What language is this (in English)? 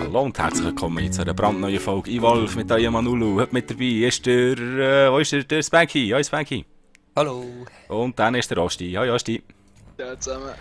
Swiss German